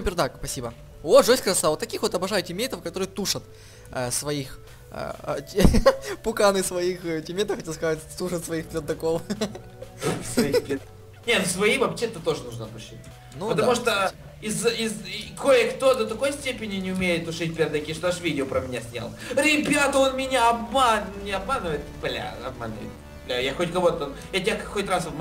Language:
Russian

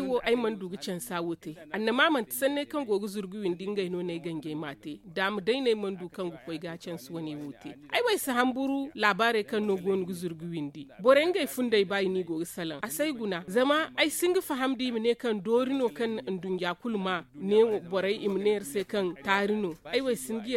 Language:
Zarma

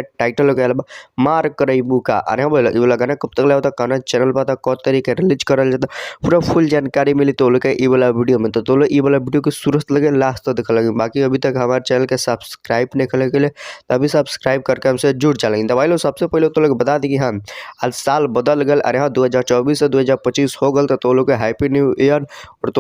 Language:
Bhojpuri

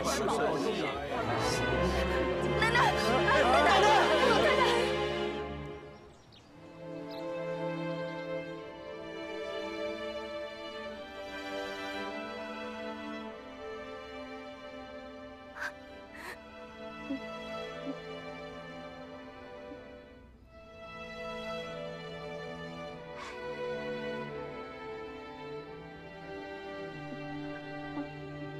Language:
Chinese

